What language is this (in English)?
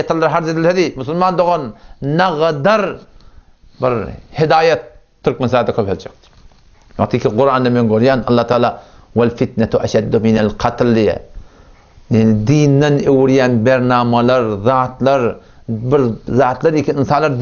Turkmen